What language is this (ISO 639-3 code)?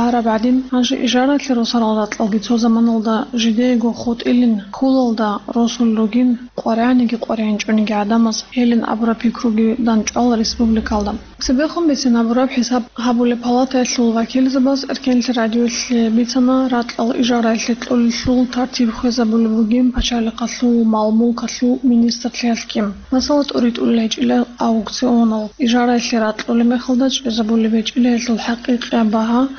ava